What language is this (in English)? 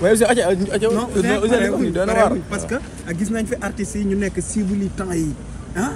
Wolof